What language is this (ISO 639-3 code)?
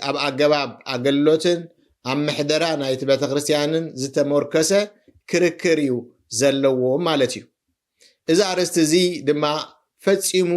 tir